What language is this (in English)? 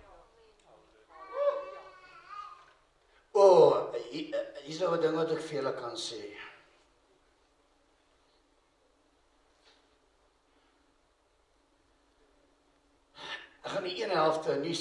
Afrikaans